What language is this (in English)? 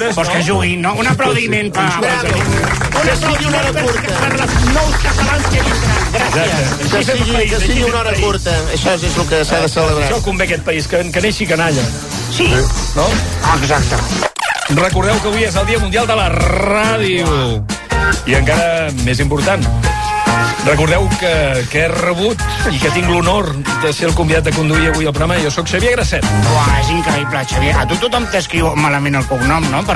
Catalan